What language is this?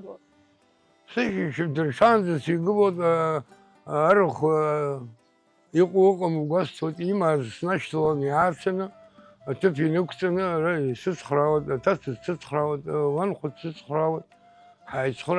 Abkhazian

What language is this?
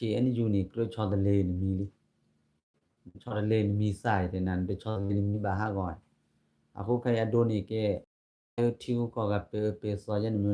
S'gaw Karen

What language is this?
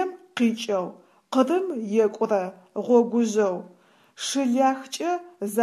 Adyghe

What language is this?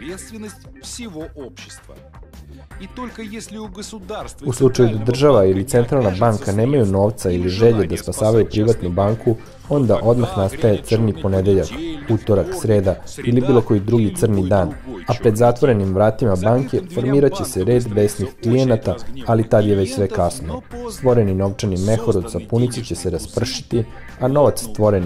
Serbian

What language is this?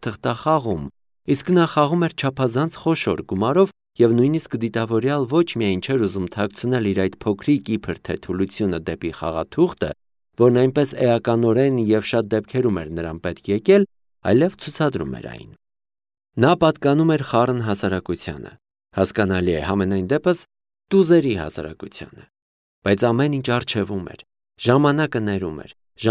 Armenian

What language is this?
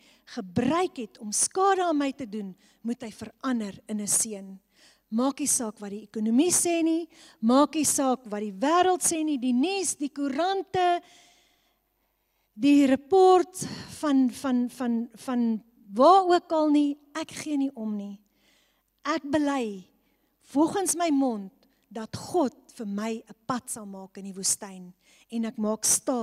Afrikaans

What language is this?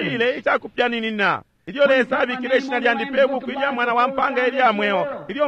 Bemba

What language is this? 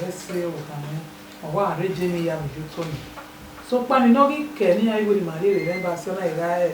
Bini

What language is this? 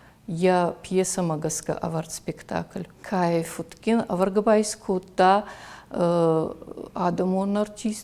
Ossetic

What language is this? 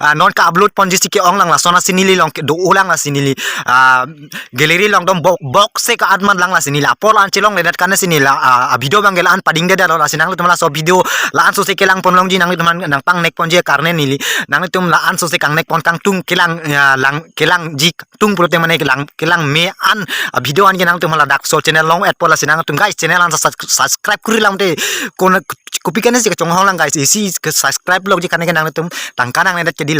Karbi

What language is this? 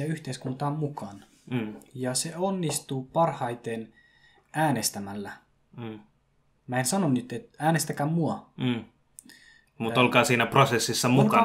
Finnish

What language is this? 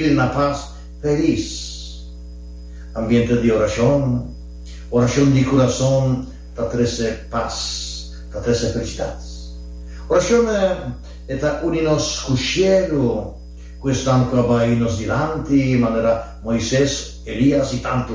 Papiamento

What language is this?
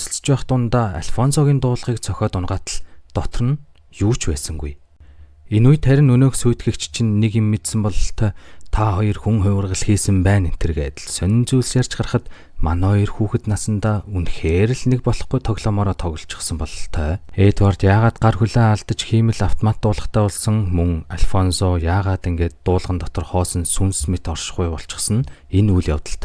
Mongolian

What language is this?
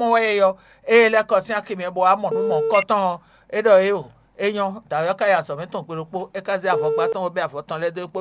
Fon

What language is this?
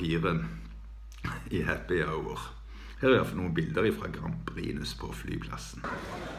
Norwegian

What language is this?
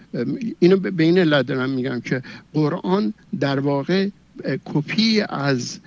Persian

